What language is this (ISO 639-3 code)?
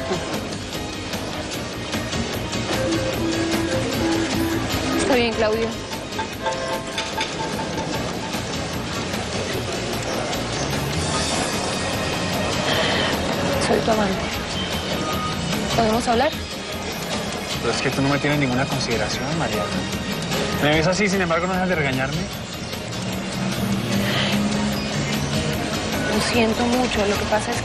spa